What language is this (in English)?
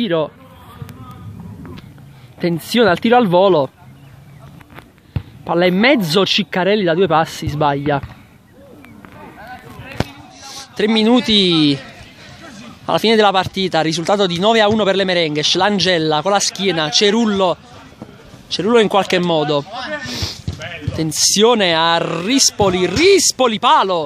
Italian